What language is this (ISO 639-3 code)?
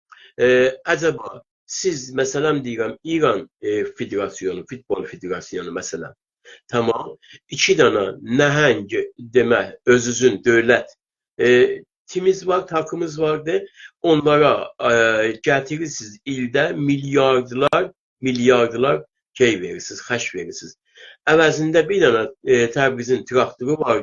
azb